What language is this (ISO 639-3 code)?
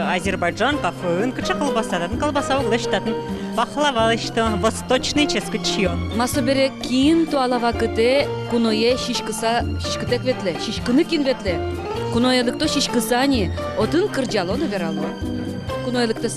udm